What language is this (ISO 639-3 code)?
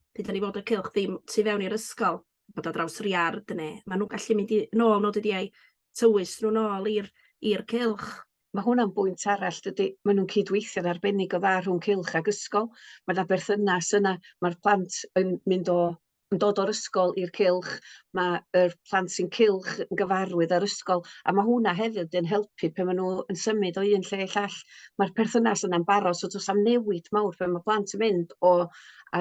cym